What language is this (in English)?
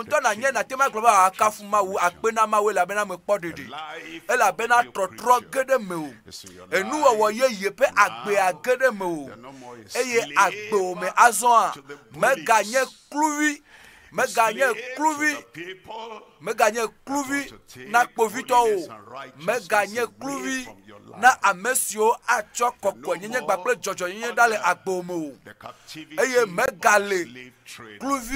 Ewe